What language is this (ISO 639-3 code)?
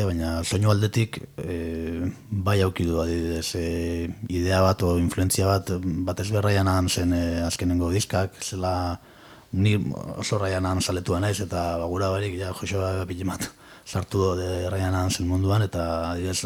eus